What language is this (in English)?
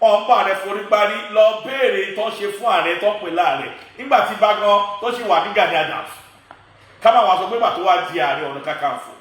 Yoruba